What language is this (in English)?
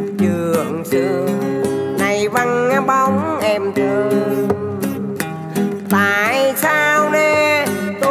Vietnamese